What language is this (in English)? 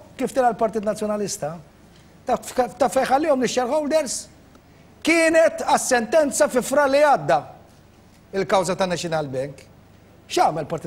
Maltese